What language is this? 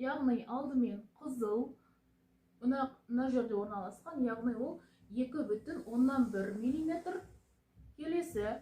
Kazakh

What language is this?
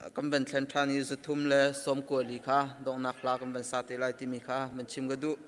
Hakha Chin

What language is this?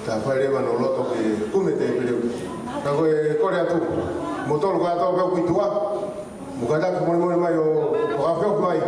Tongan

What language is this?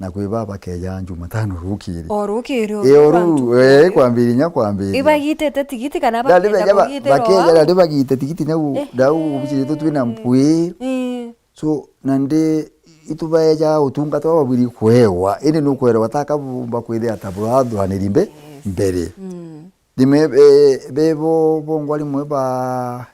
Meru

